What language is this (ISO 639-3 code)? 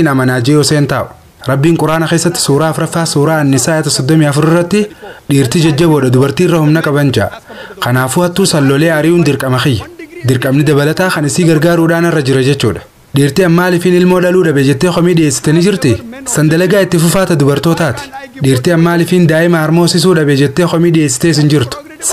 orm